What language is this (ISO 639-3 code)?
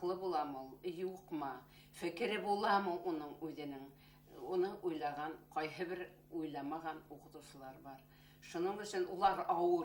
bak